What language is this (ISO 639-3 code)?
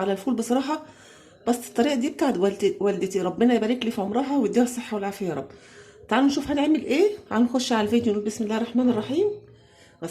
arz